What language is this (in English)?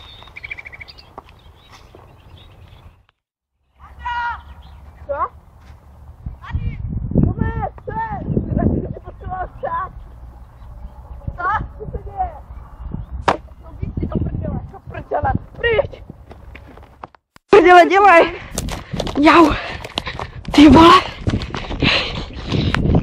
Czech